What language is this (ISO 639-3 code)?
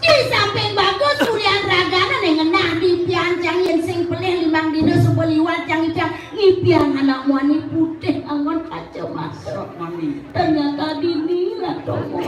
ban